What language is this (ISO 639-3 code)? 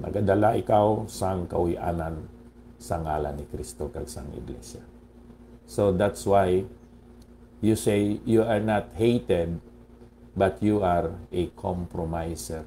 hil